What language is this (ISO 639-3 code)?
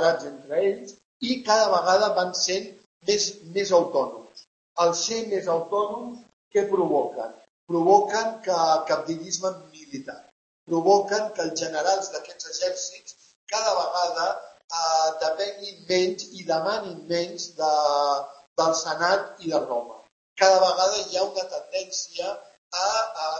cat